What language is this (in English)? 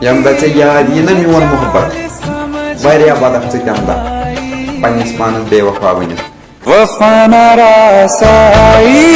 Kashmiri